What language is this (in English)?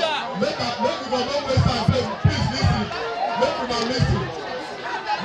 Nigerian Pidgin